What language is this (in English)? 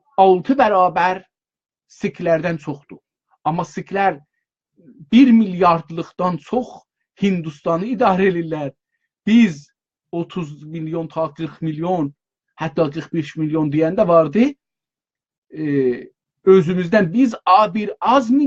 South Azerbaijani